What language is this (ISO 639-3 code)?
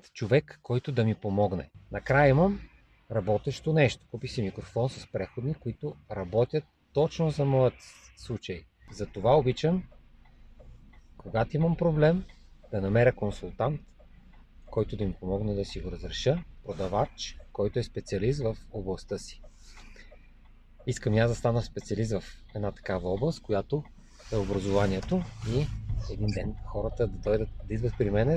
bul